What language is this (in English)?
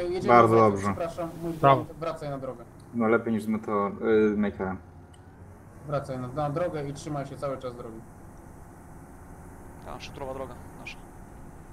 Polish